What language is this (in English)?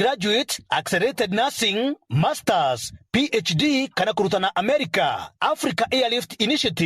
Meru